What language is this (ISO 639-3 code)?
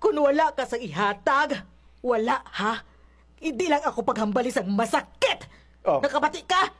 hil